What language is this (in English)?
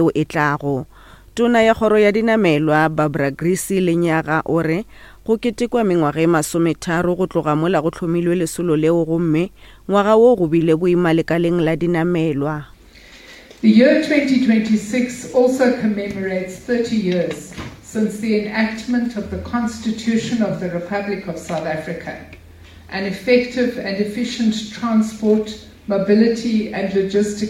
Northern Sotho